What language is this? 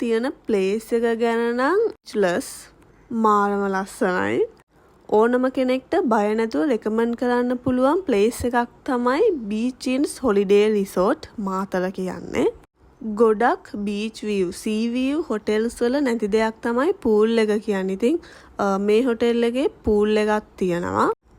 Sinhala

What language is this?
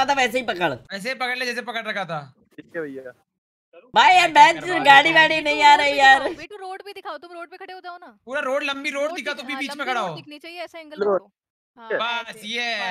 Hindi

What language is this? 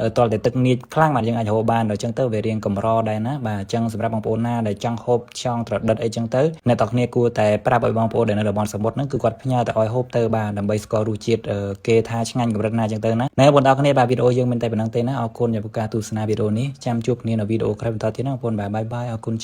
Khmer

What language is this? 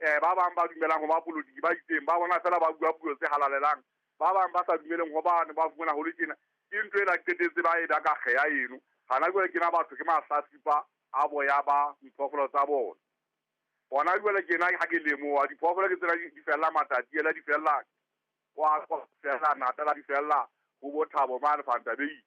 Southern Sotho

